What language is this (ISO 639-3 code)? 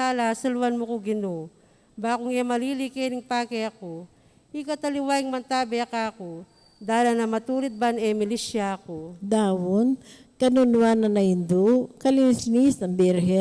pam